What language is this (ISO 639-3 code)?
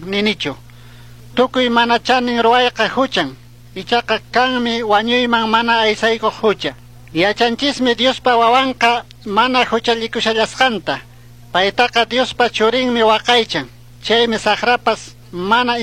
qug